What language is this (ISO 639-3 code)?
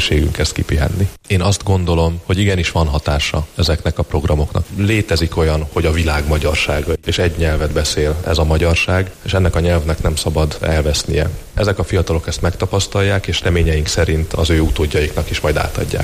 hun